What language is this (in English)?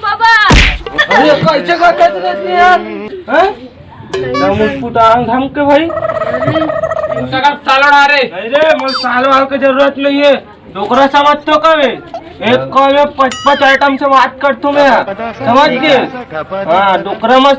Chhattisgarhi